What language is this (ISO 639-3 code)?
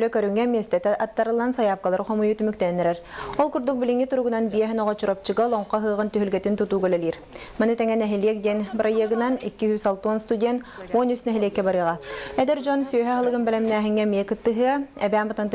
sah